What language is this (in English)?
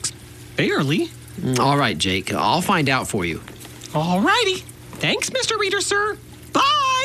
English